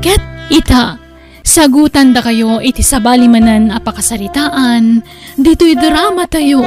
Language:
Iloko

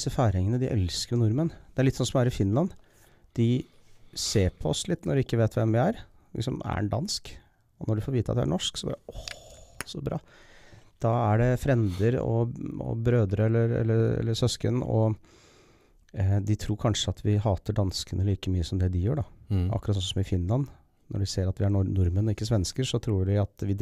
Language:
Norwegian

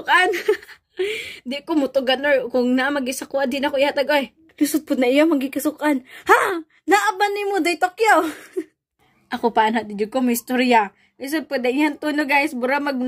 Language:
Cebuano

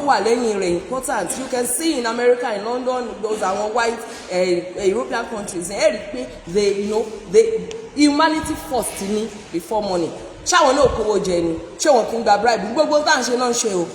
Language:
Yoruba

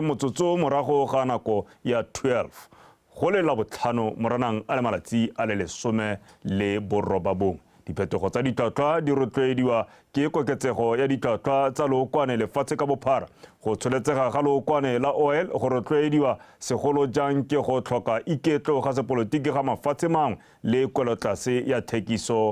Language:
Tswana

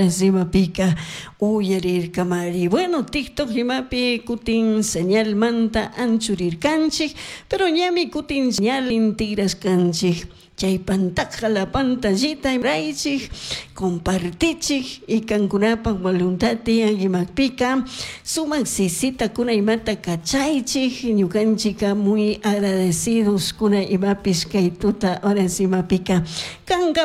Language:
Chimborazo Highland Quichua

